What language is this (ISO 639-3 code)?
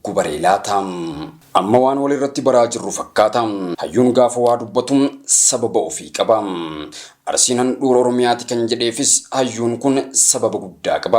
orm